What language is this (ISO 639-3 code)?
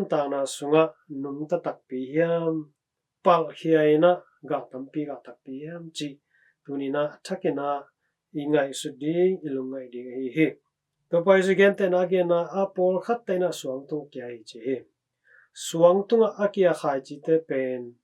ctd